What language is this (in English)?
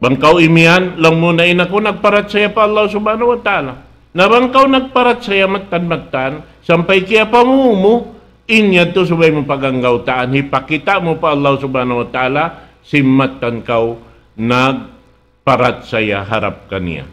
Tausug